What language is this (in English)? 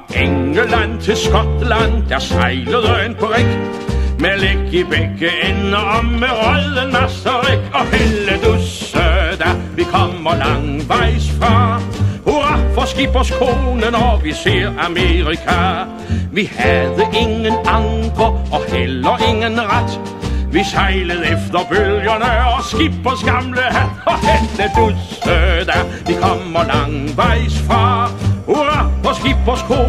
Danish